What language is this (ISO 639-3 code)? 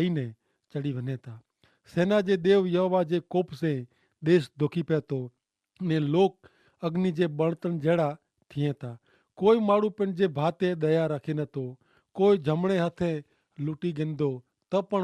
kfr